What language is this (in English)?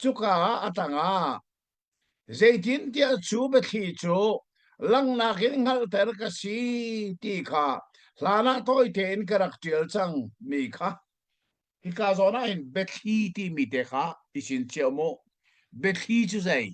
Hakha Chin